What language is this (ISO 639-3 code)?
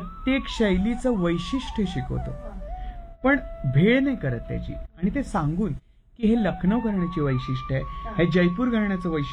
mar